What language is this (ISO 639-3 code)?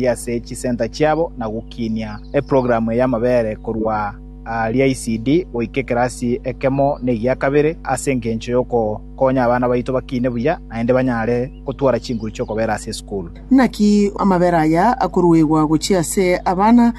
guz